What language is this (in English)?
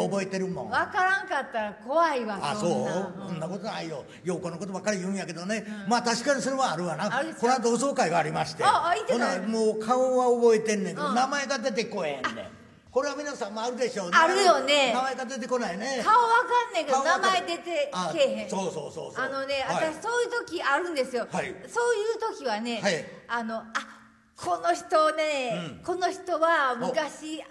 Japanese